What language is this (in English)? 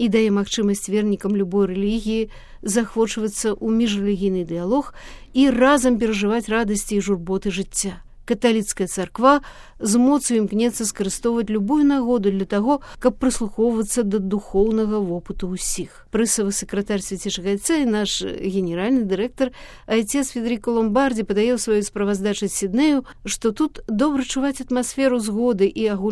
Belarusian